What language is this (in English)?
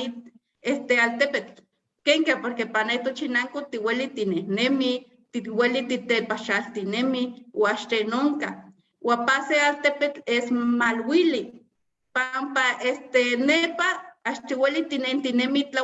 Eastern Huasteca Nahuatl